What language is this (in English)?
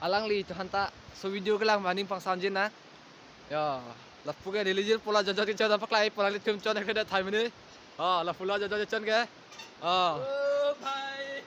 Karbi